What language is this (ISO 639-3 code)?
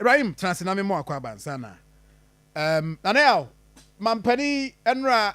aka